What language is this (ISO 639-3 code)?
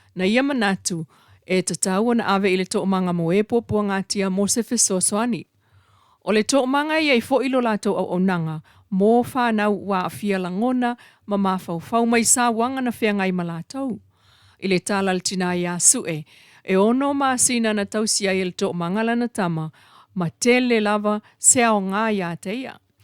smo